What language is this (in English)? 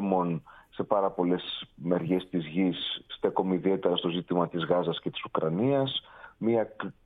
Greek